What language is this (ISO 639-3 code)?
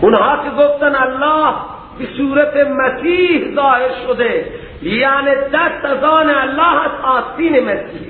fas